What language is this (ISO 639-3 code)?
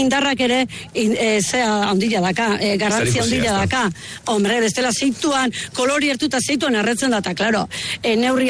eus